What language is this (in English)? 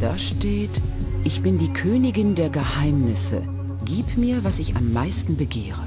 Bavarian